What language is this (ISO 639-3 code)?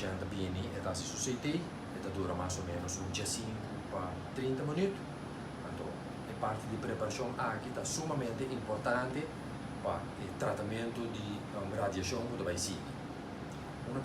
pap